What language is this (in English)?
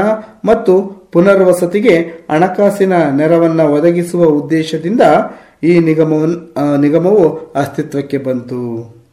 Kannada